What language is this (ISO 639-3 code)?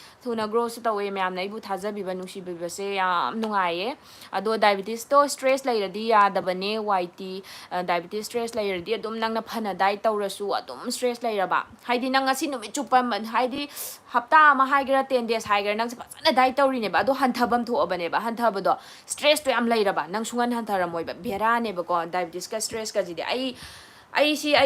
mni